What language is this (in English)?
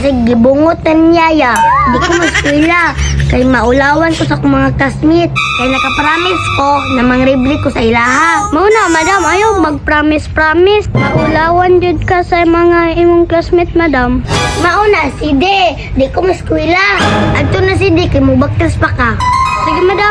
Cebuano